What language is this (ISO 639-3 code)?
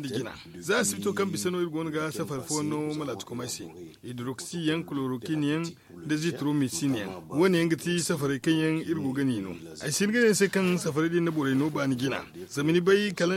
dje